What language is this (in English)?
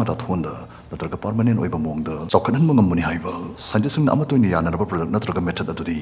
Manipuri